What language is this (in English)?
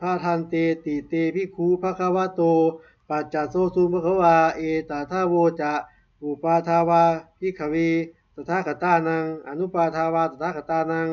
Pali